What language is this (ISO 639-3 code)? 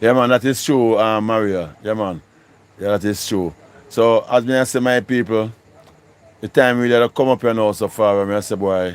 jam